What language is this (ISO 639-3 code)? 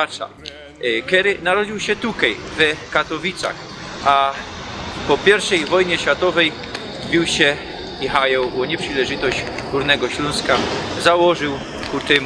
szl